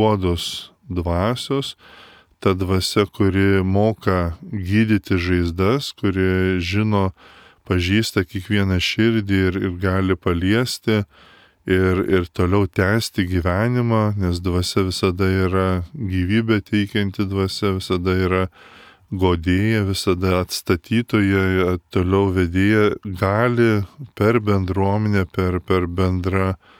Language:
Lithuanian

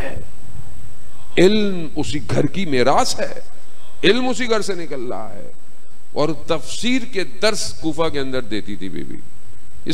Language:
Urdu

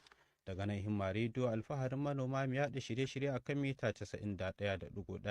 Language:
Hausa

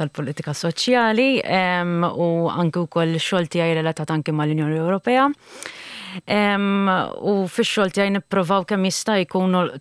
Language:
Maltese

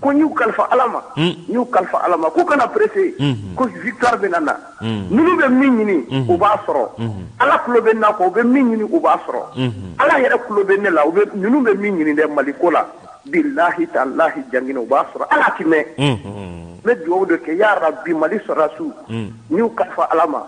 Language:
Bambara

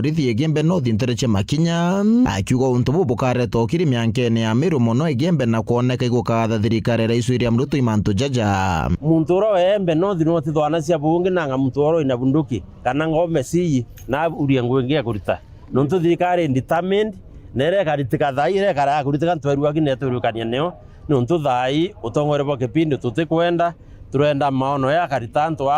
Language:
Meru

